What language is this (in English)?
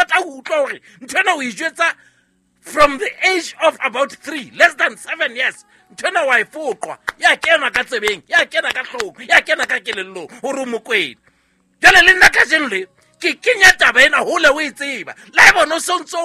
Southern Sotho